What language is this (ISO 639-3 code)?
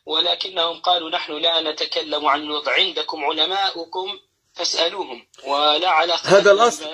ara